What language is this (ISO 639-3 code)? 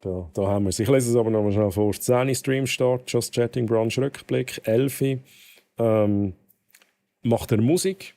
gsw